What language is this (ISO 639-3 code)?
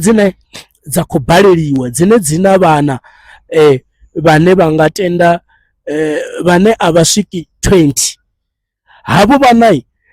ven